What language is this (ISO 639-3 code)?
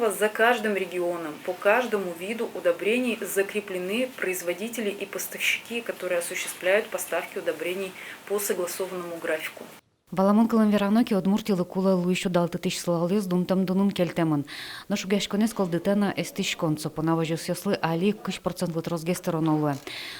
udm